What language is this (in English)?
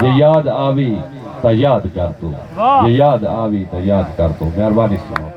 Saraiki